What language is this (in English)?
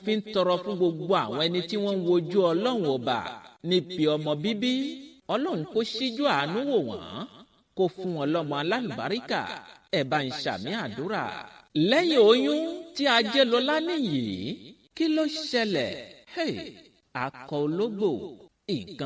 Yoruba